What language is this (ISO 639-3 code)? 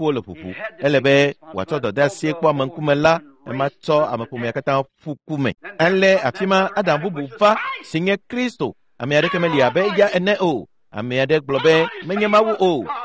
ewe